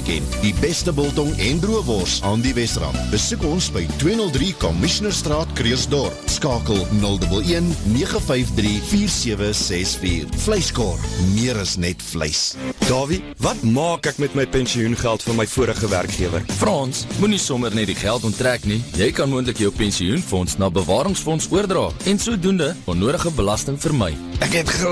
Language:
Afrikaans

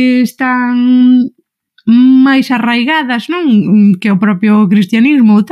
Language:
Galician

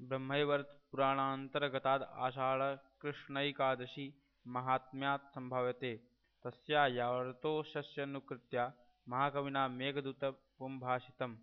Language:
Sanskrit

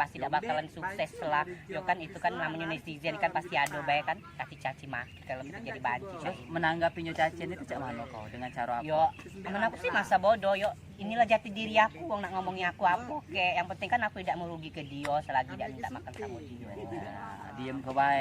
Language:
Musi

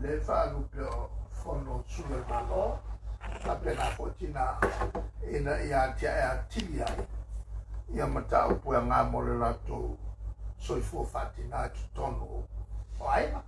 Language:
Samoan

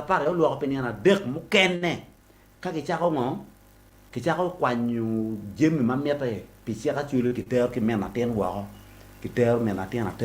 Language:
Acoli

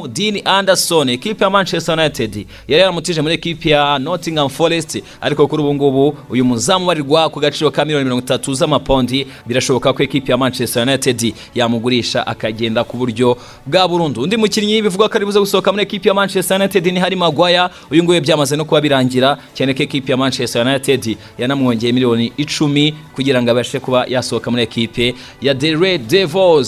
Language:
Kinyarwanda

